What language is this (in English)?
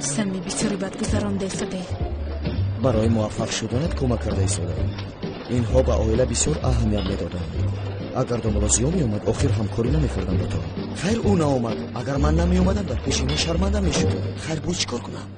Tajik